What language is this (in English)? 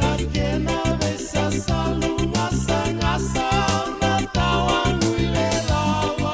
Fijian